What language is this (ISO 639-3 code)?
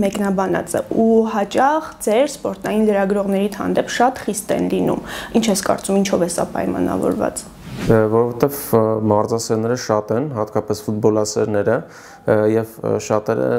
hye